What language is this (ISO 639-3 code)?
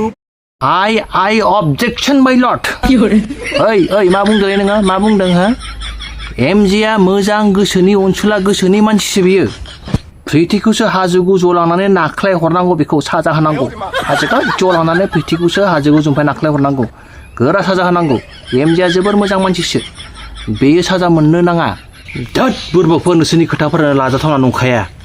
brx